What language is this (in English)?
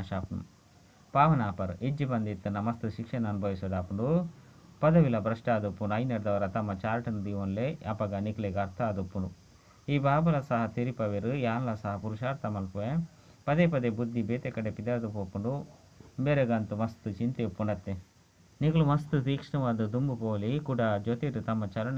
Tulu